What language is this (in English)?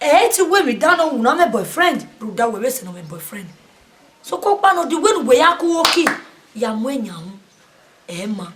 Bini